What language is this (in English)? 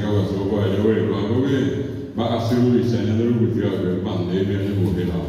Guarani